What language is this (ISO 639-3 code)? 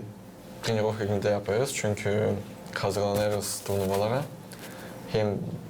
gag